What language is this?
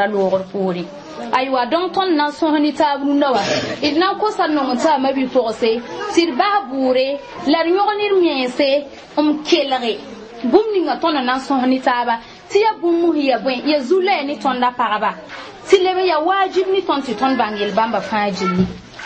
Mossi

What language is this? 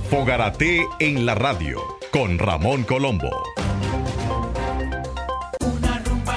Spanish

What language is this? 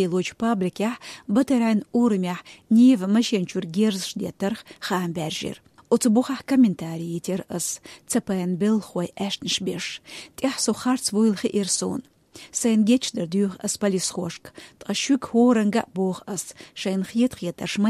Chechen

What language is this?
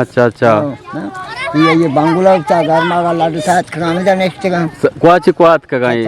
Eastern Balochi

